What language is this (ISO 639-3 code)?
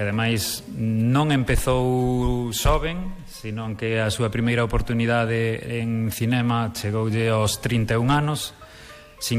glg